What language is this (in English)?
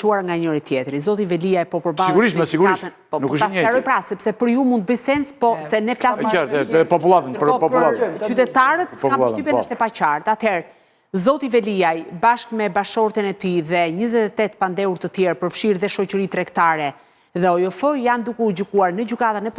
Albanian